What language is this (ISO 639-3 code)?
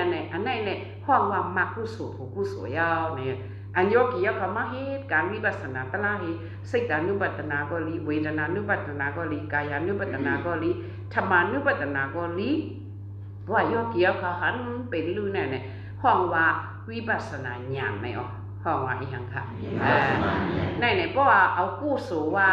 shn